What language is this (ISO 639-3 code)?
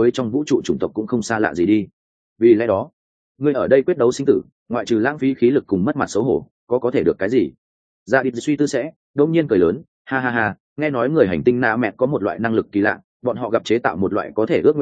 vie